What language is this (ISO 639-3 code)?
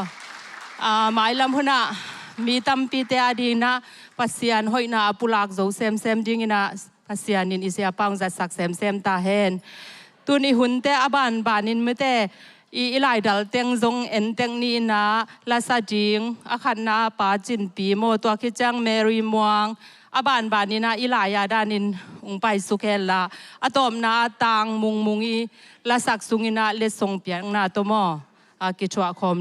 ctd